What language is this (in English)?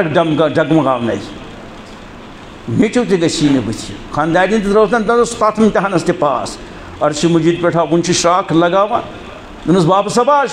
Kashmiri